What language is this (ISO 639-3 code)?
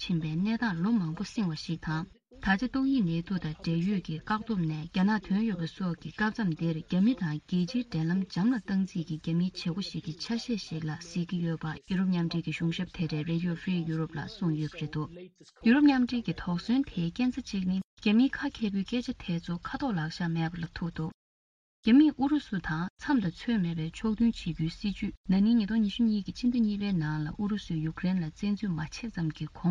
bod